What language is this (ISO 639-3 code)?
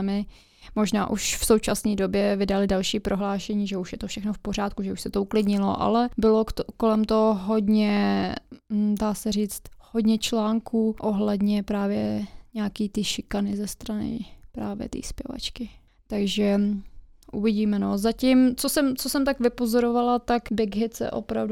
ces